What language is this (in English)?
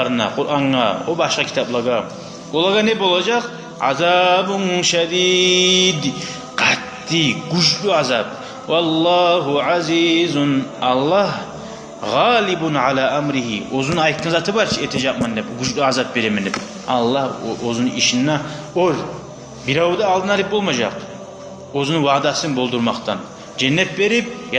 Kumyk